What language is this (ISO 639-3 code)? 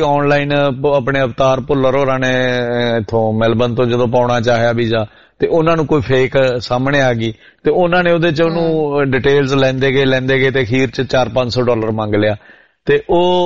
pan